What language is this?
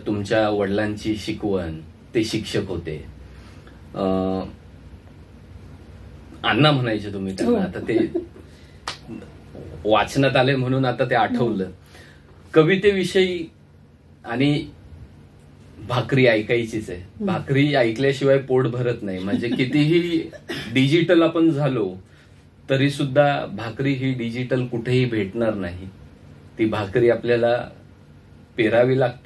Marathi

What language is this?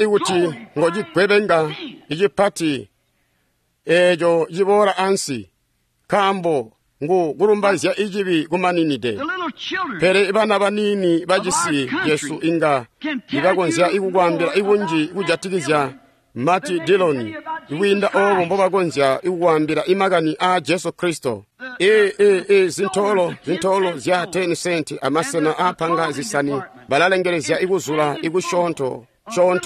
Tonga (Zambia)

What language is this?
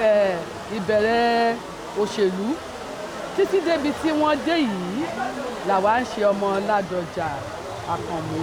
Yoruba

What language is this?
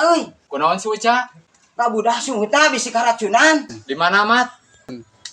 Sundanese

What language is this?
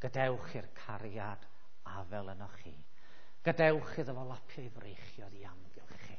Welsh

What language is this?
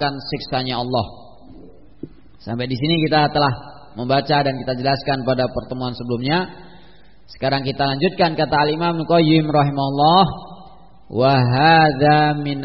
Indonesian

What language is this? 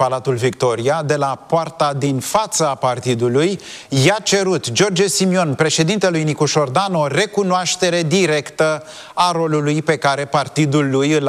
Romanian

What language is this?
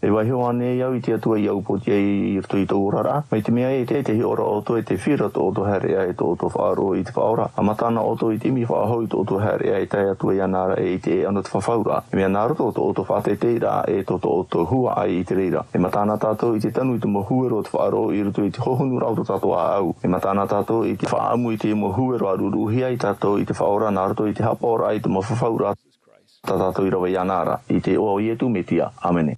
Tahitian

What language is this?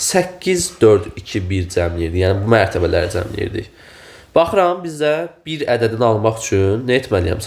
Azerbaijani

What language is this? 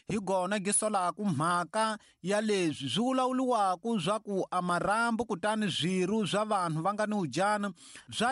Tsonga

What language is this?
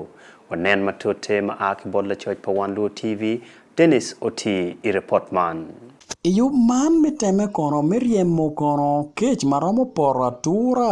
Acoli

